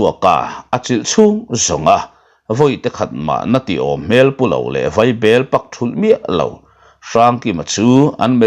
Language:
Mizo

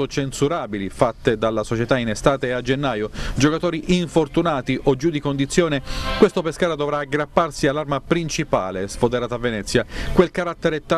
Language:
Italian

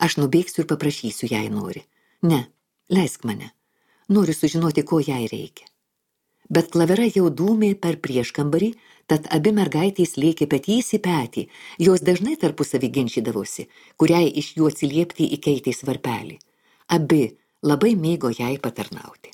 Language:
Lithuanian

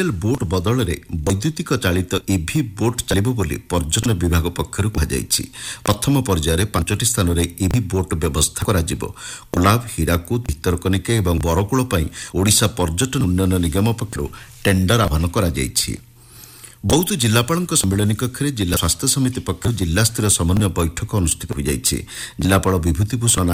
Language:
Odia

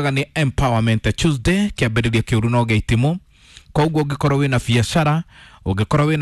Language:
Kikuyu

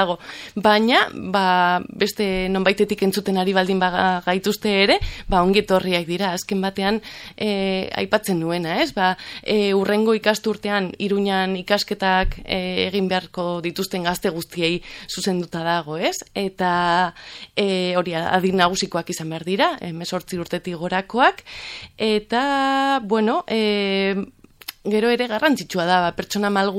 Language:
Basque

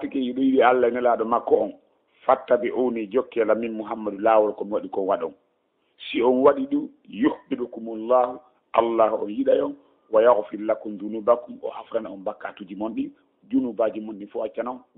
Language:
Fula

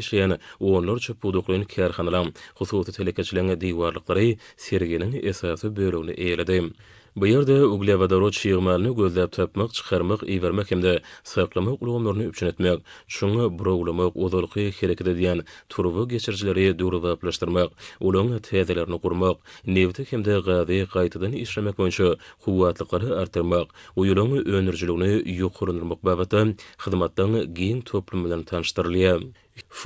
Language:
Turkmen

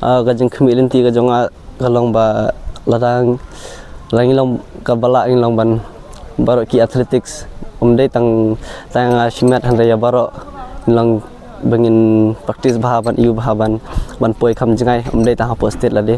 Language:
Pnar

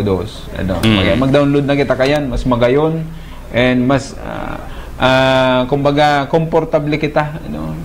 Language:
Bikol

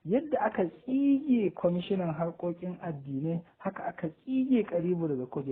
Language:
Hausa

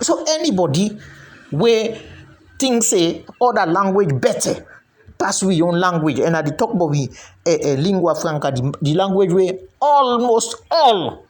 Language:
Krio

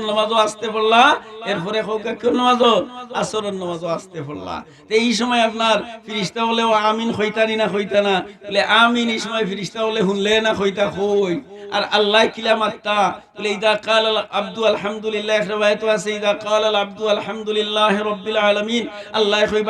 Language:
Sylheti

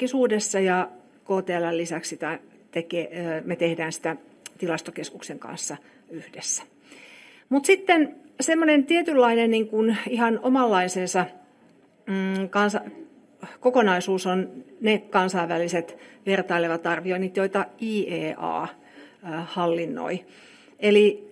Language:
Finnish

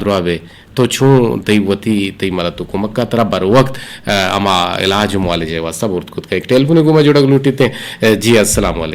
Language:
Eastern Balochi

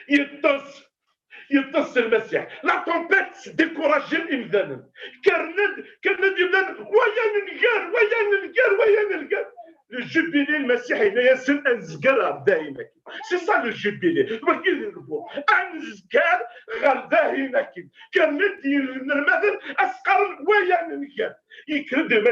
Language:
Kabyle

